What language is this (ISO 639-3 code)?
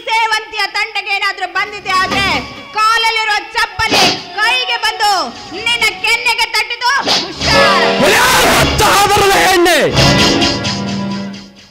kan